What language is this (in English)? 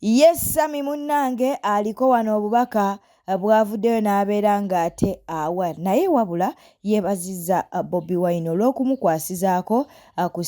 Ganda